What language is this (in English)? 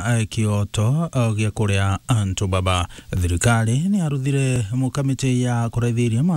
Meru